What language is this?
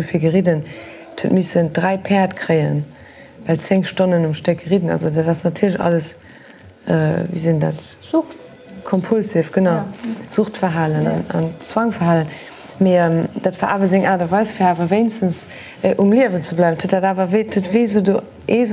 Luxembourgish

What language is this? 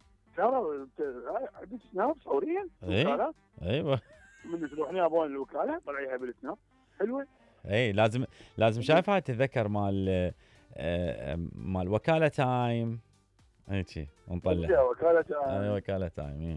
Mesopotamian Arabic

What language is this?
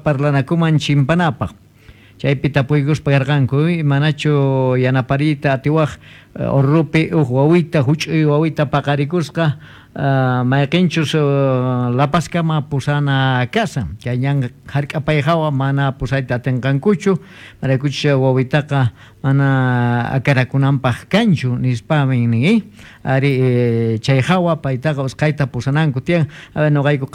Quechua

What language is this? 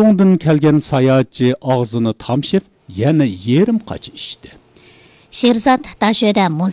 Uyghur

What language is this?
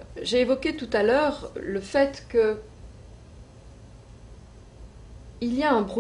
French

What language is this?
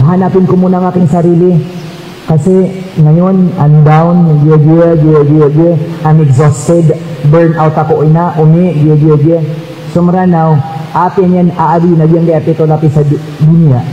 Maranao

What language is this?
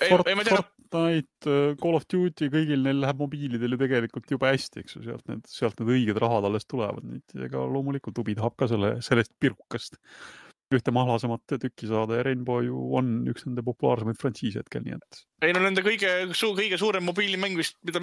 Estonian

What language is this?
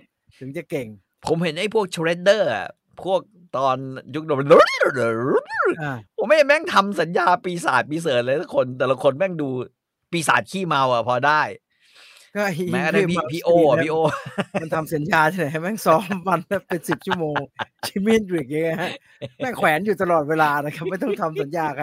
Thai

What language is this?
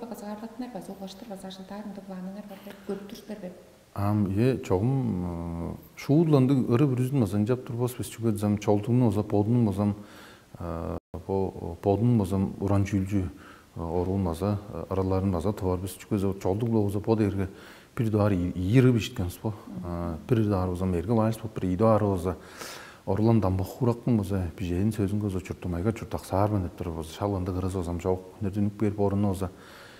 Tuvinian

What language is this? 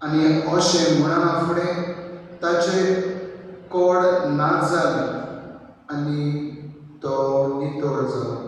Konkani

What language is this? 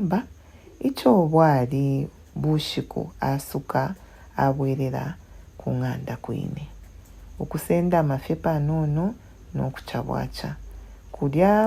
Bemba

